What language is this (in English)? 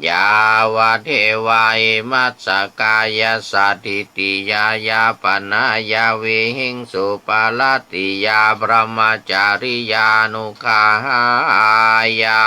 Pali